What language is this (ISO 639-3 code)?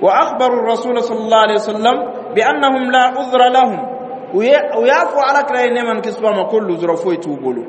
dyu